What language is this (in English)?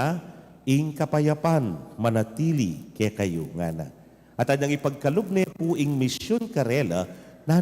Pampanga